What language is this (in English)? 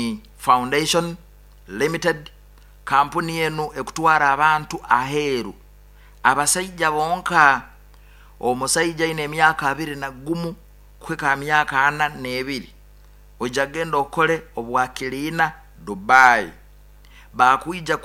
Nyoro